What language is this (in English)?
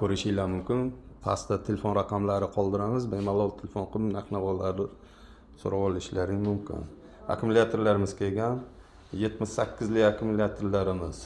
Uzbek